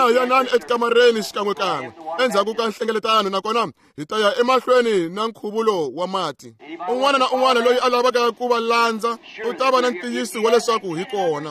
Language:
Tsonga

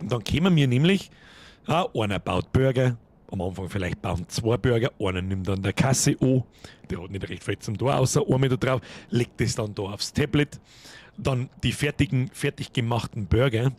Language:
Bavarian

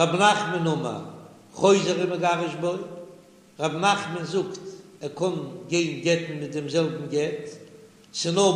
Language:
Yiddish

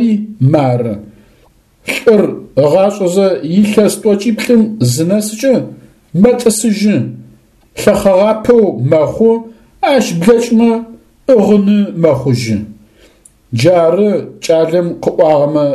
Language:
Adyghe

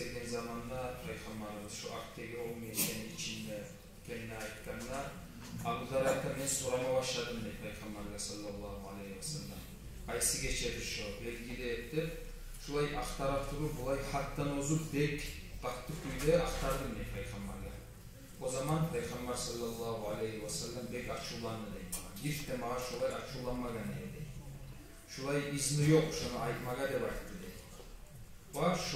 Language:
Kumyk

